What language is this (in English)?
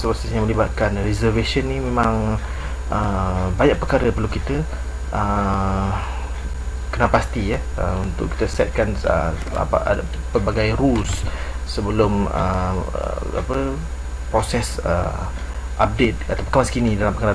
Malay